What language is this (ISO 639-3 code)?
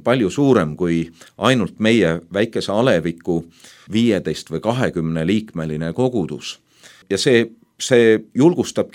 est